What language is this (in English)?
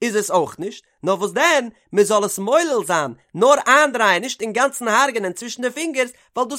Yiddish